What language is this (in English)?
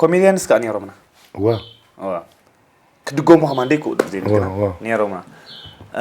Tigrinya